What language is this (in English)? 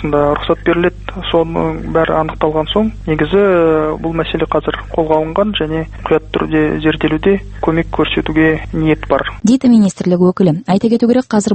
Kazakh